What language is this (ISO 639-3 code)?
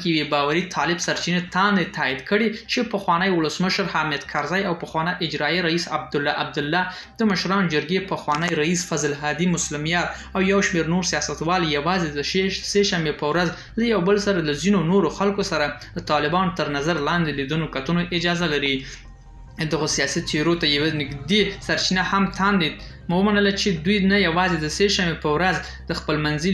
pus